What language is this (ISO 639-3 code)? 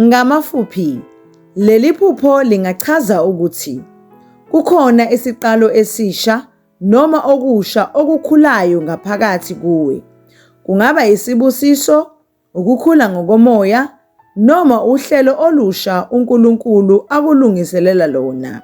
zul